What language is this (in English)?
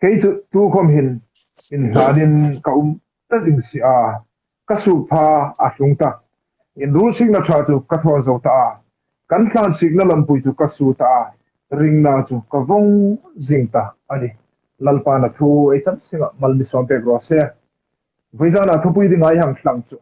Hmar